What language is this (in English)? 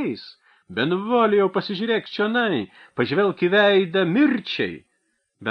Lithuanian